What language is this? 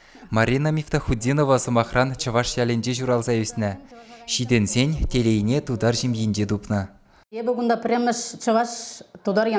Chuvash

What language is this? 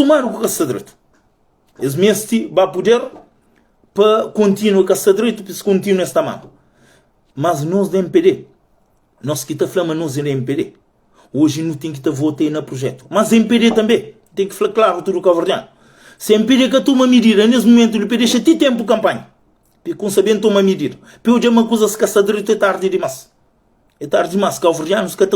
Kabuverdianu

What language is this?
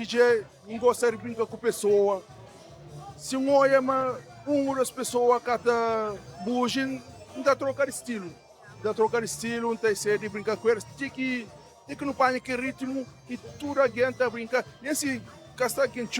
Kabuverdianu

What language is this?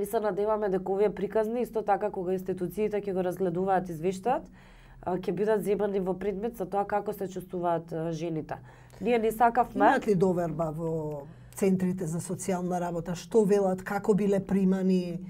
Macedonian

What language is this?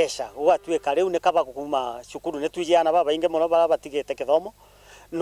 Meru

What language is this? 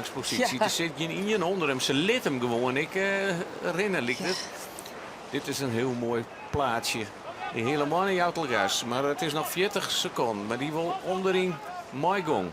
Western Frisian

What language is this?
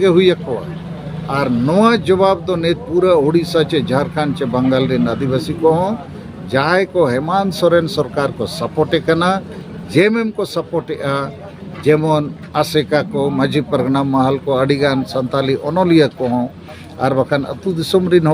Santali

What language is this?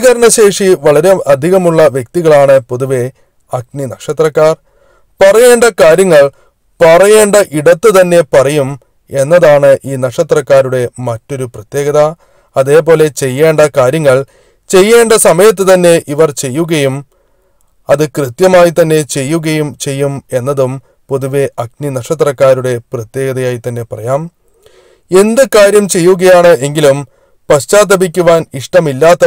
Malayalam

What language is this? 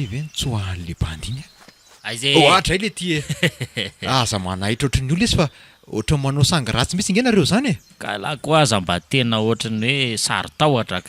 Malagasy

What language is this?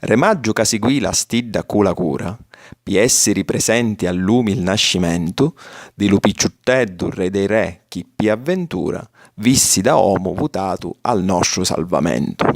Sicilian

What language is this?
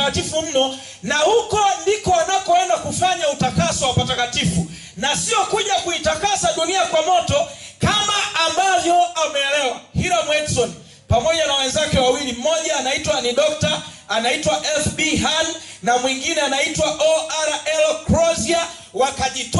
Swahili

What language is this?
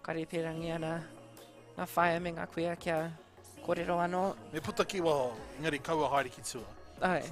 Māori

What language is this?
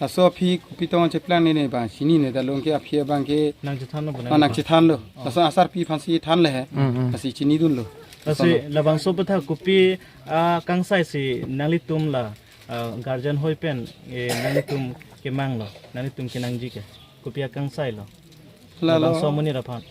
Karbi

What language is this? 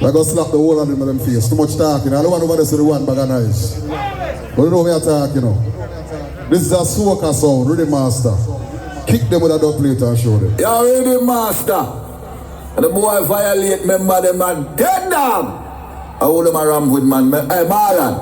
Jamaican Creole English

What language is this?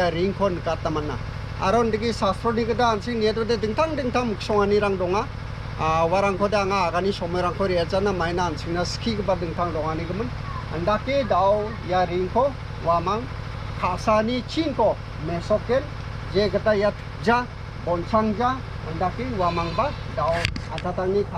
Garo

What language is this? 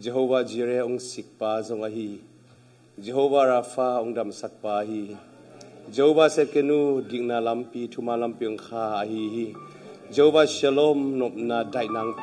Tedim Chin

